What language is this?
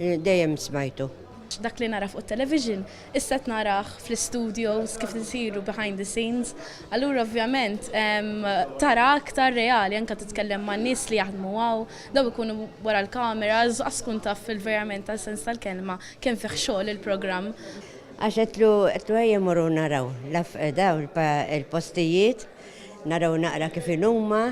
Maltese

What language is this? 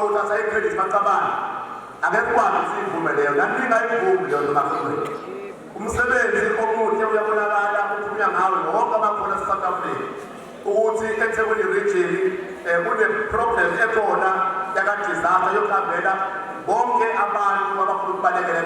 Zulu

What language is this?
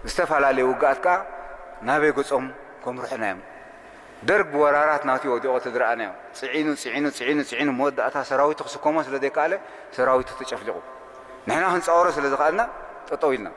Tigrinya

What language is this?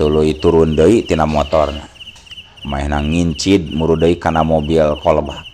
Sundanese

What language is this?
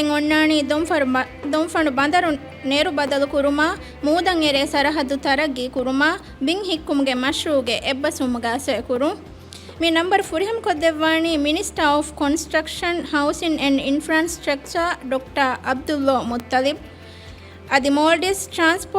Divehi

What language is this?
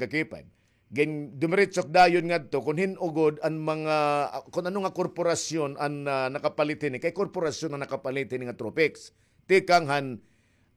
Waray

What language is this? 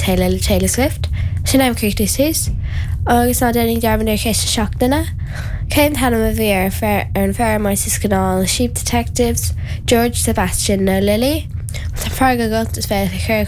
Irish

